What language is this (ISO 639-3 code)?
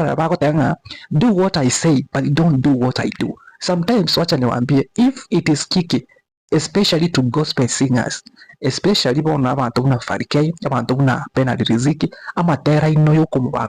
guz